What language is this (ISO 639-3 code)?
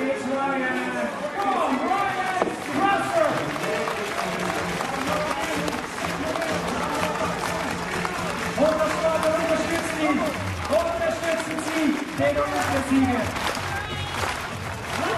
deu